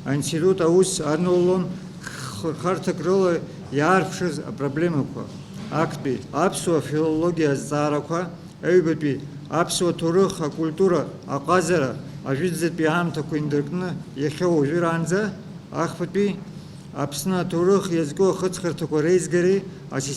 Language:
Abkhazian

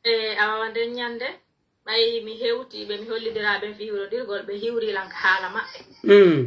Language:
Pular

